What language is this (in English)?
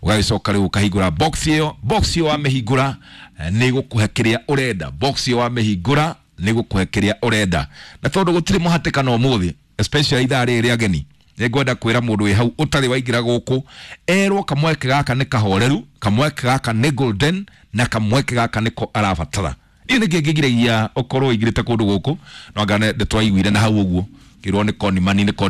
Kikuyu